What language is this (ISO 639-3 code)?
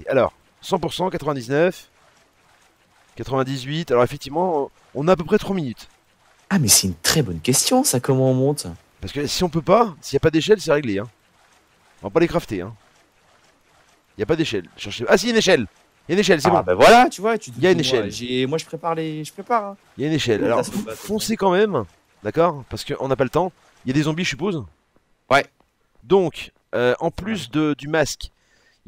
fra